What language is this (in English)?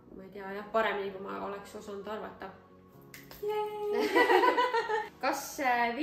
Estonian